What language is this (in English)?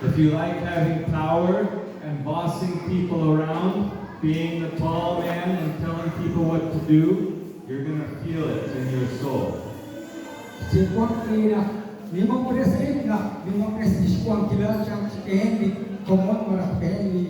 Kekchí